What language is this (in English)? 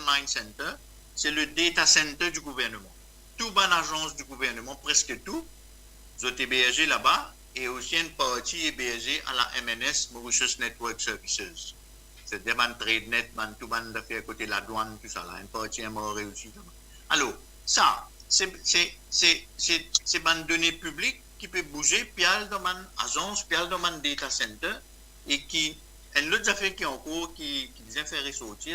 Morisyen